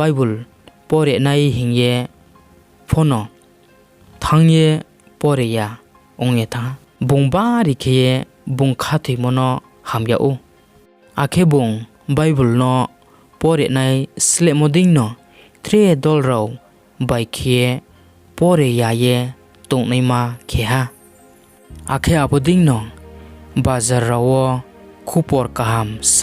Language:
Riang (India)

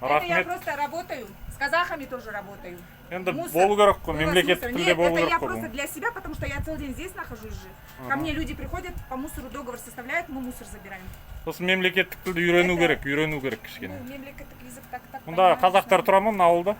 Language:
Kazakh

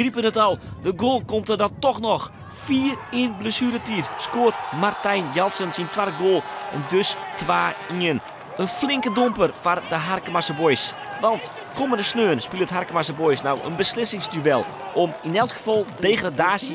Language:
Western Frisian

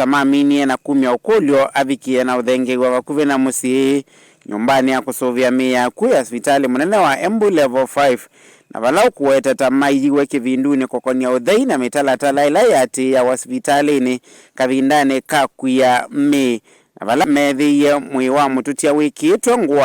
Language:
Kamba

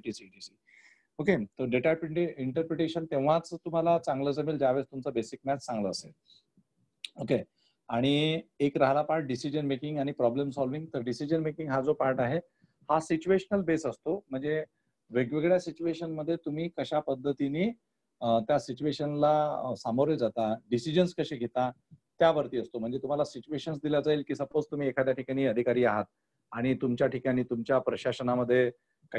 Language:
Marathi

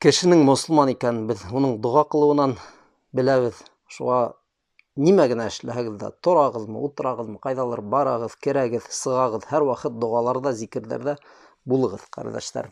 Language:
Bashkir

